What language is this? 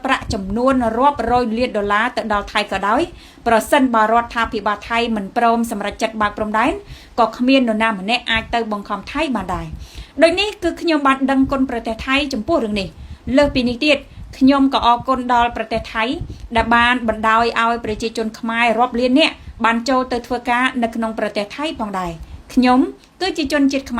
Khmer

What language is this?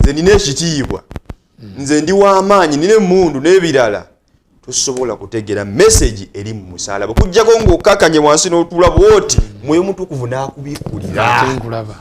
Ganda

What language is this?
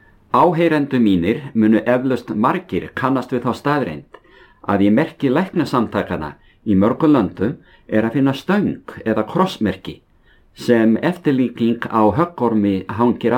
Icelandic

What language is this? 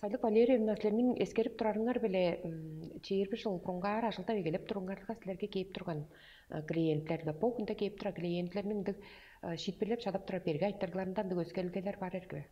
Tuvinian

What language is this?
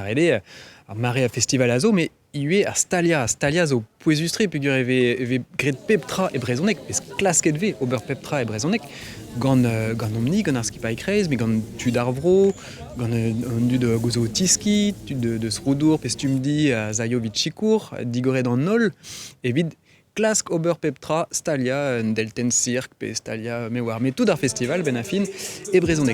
Breton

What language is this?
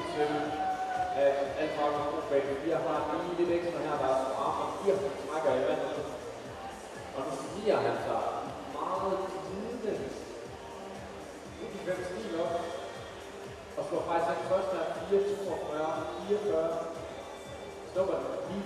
Danish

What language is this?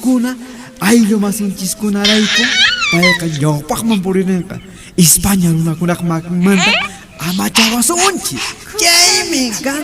Puno Quechua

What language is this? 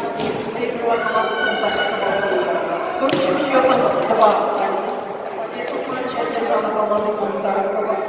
Yakut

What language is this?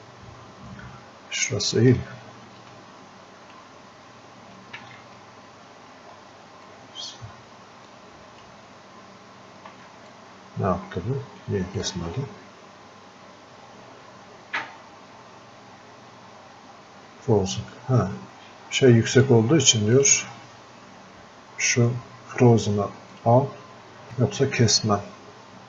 Turkish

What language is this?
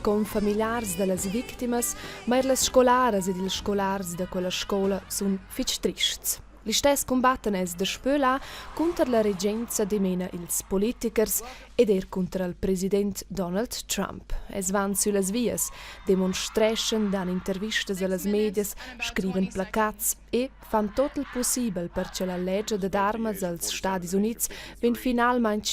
Romansh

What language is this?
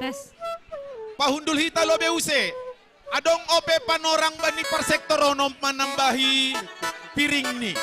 Batak Simalungun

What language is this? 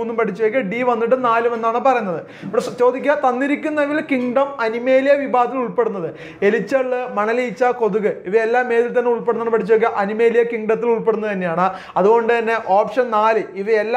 Malayalam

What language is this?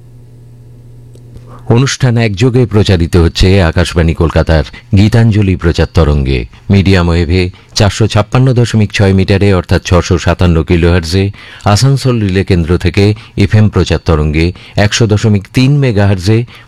Bangla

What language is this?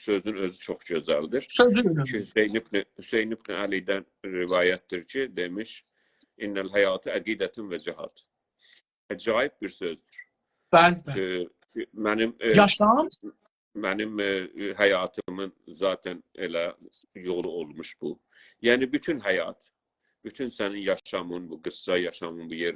South Azerbaijani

